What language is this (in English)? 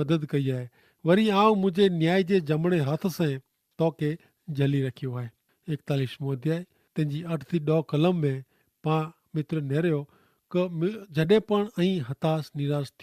Kachhi